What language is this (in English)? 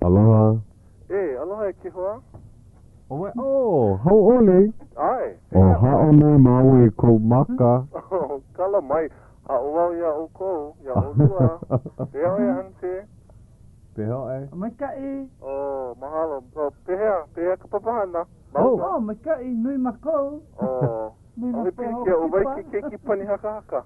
Hawaiian